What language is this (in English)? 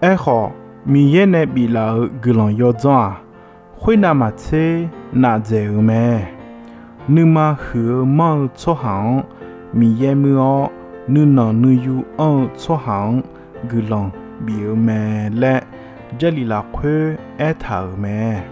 Akha